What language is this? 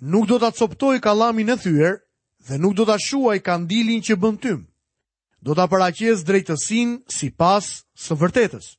Albanian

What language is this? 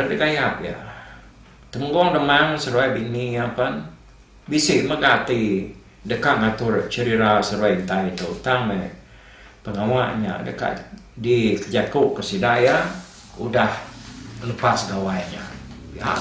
Iban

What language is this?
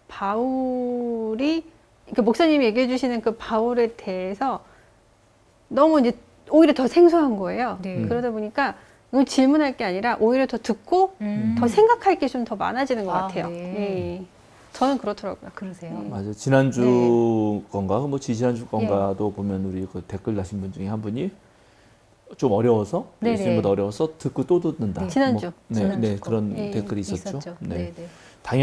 Korean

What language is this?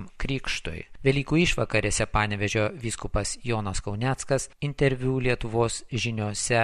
Lithuanian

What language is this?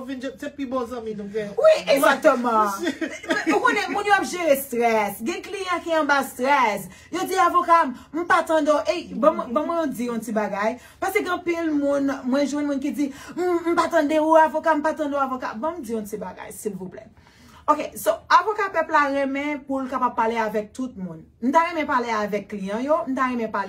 Haitian Creole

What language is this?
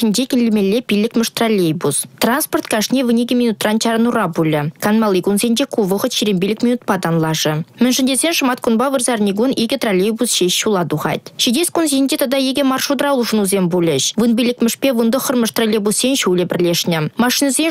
Chuvash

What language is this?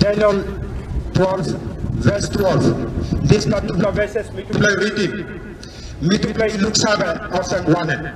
Tok Pisin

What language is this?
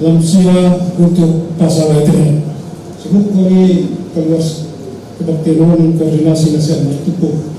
Batak Simalungun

